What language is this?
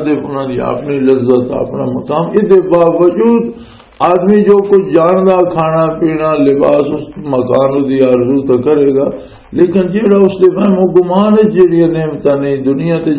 Western Panjabi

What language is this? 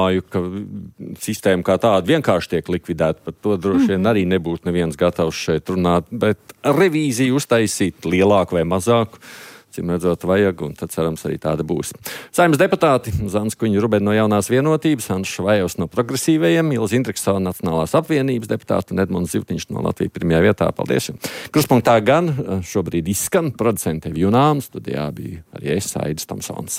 Latvian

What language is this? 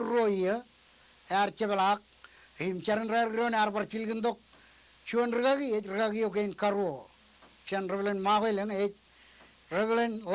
Marshallese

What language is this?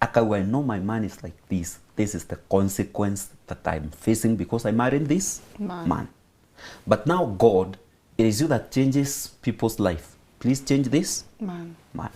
Meru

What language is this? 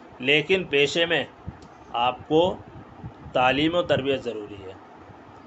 Urdu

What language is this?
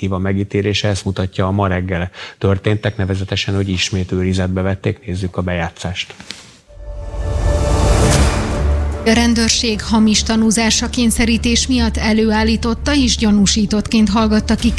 Hungarian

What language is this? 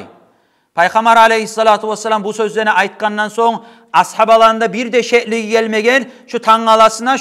Kumyk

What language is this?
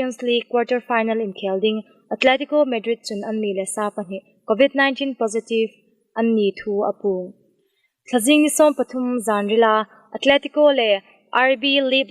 Hmar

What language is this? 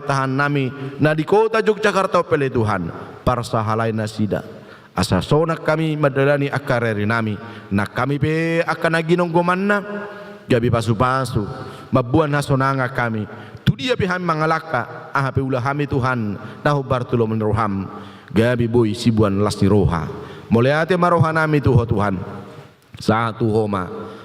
Batak Toba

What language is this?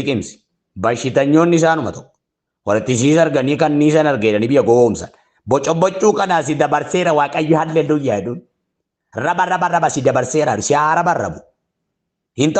Oromo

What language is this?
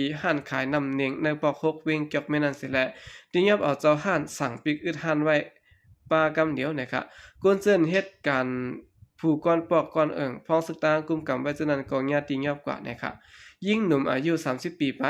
Shan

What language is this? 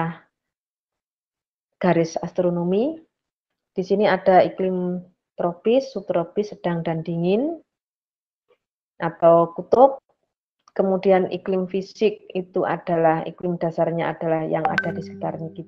Indonesian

